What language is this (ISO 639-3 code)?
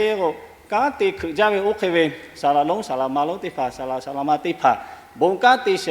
lhu